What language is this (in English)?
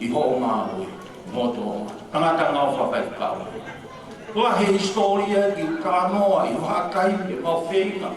Tongan